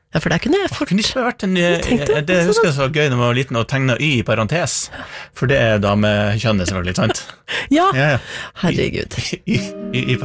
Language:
Norwegian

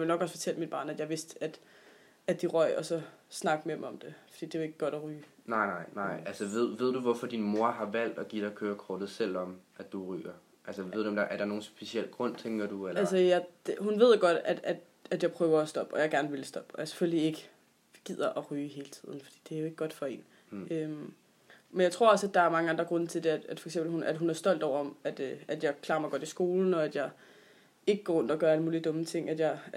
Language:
Danish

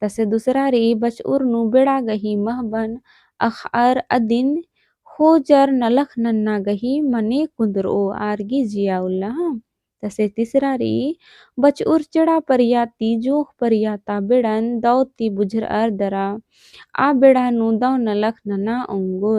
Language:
Kurukh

